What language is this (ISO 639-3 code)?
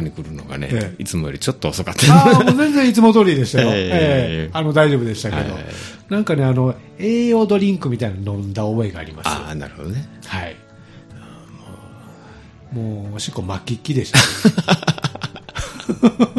jpn